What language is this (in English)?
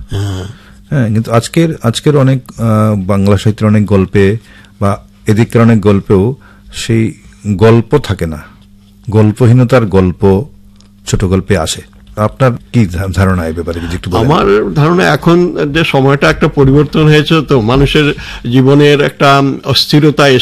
Bangla